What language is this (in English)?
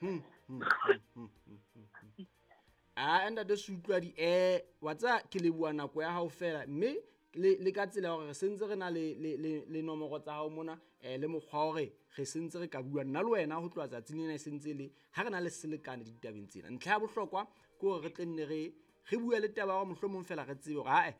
Southern Sotho